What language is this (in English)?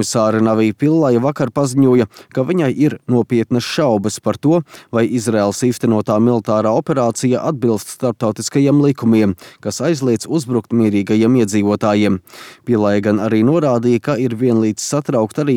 Latvian